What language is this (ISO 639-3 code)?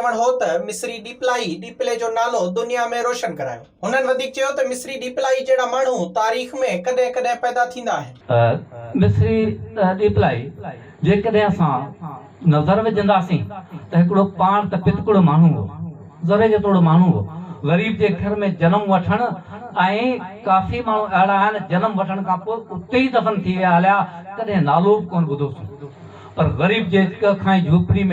snd